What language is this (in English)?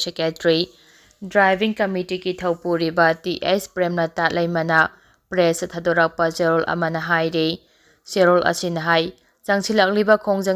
Manipuri